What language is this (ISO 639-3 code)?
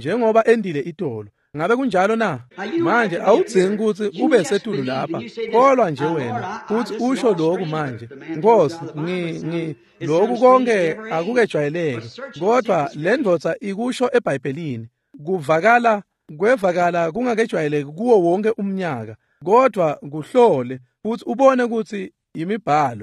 ssw